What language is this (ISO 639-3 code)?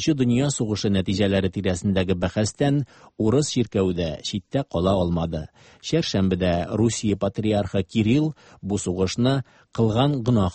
tat